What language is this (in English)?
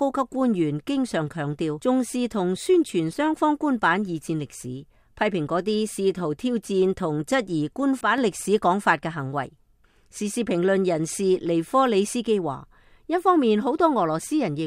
Cantonese